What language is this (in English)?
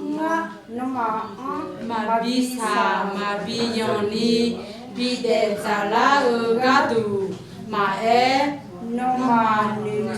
Akha